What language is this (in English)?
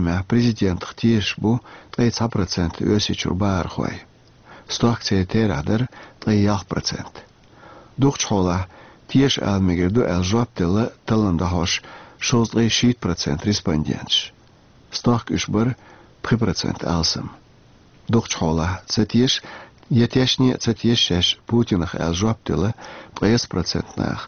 Chechen